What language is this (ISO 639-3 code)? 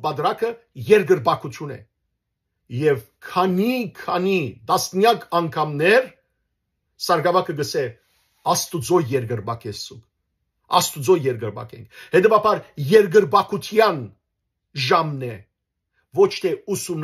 hyw